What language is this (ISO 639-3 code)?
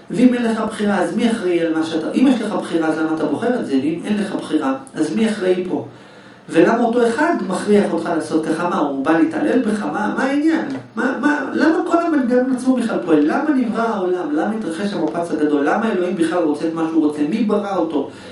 heb